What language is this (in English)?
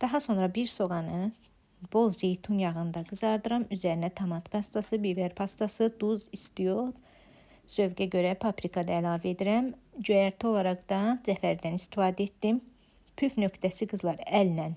Azerbaijani